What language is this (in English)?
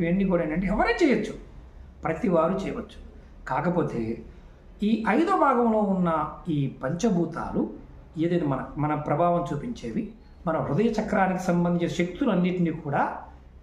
Telugu